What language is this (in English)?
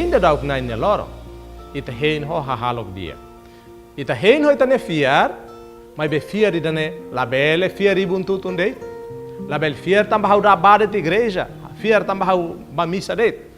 Tetum